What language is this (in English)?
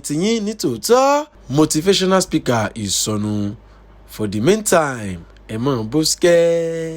Yoruba